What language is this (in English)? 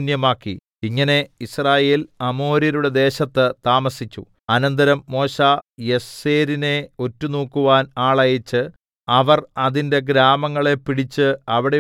Malayalam